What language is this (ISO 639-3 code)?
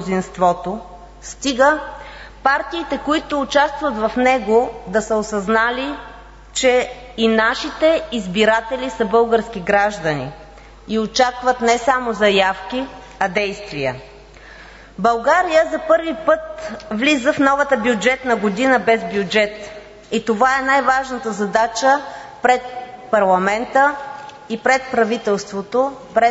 bul